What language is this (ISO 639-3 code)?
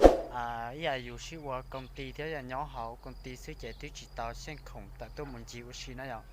hmn